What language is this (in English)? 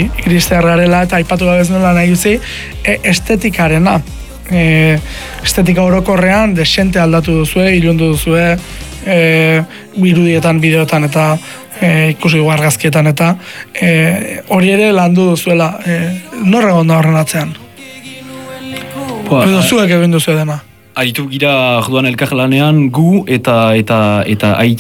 Basque